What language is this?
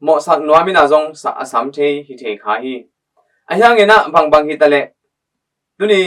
Tedim Chin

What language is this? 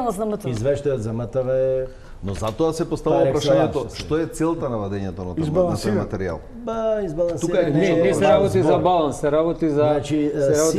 Macedonian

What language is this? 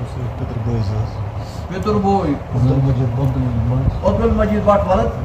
Kashmiri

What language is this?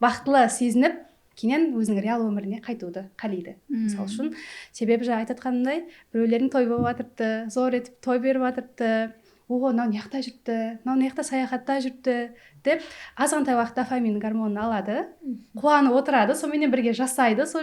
Kara-Kalpak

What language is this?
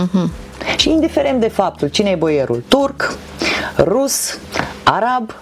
Romanian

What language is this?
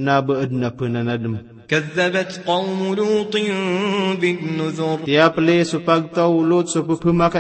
Maranao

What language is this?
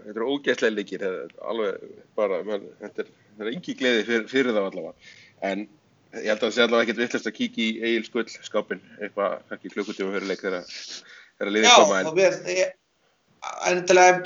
Icelandic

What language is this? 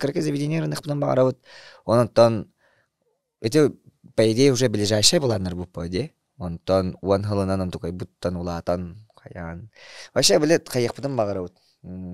Yakut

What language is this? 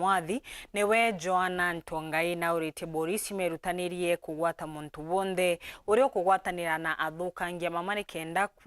Meru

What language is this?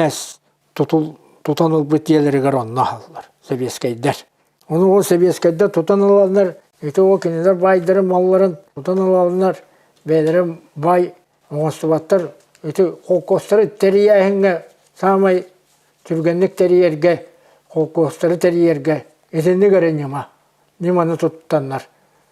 Yakut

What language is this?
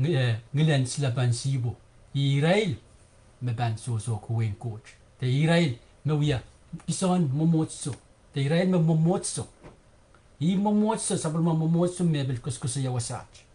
Pohnpeian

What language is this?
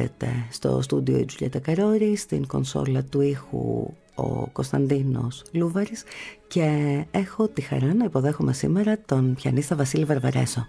Greek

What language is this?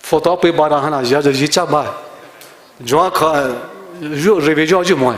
Poumei Naga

